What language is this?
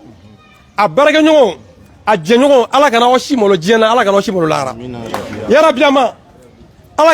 Bambara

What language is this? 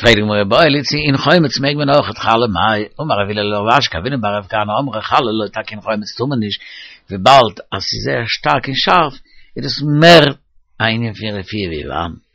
Yiddish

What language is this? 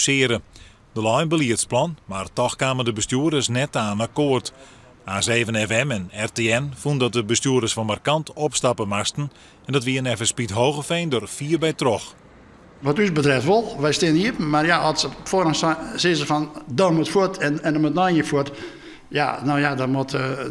Western Frisian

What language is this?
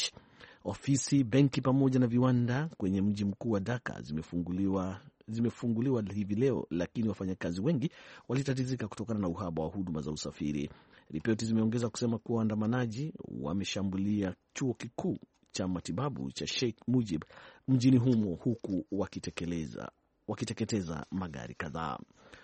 Swahili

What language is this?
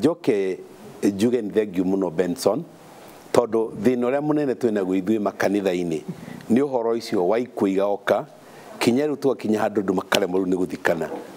Kikuyu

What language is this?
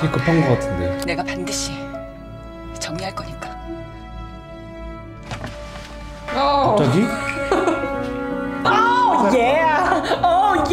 Korean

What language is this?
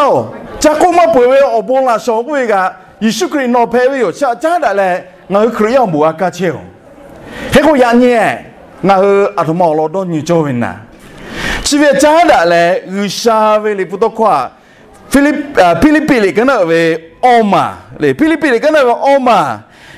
Lahu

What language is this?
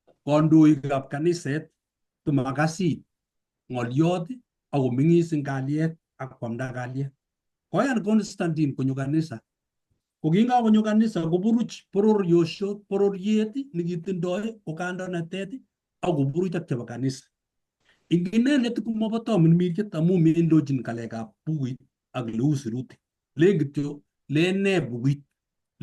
Kalenjin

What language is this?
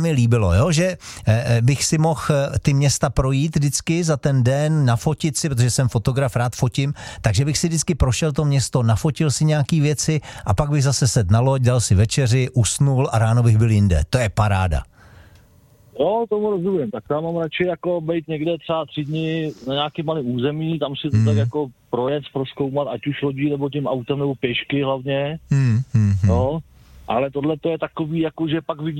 Czech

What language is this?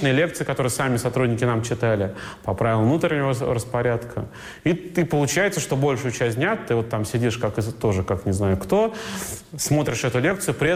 Russian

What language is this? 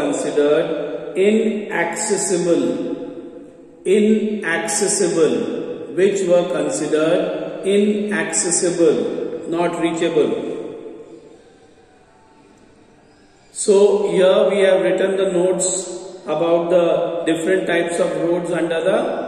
English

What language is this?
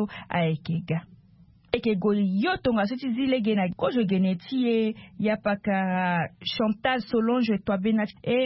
Sango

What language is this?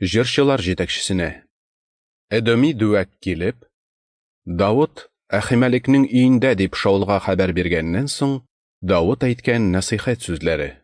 Tatar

